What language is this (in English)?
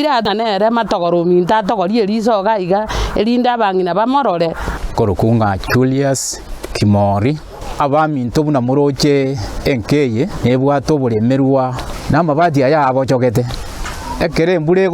Gusii